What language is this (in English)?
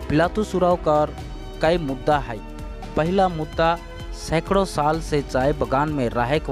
Sadri